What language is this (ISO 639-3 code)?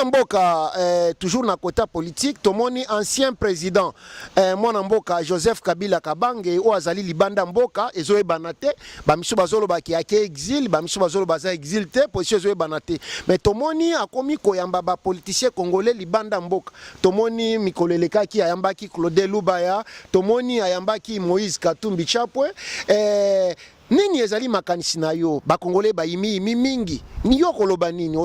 lin